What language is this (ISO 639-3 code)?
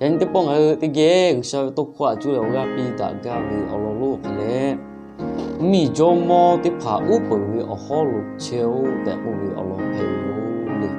lhu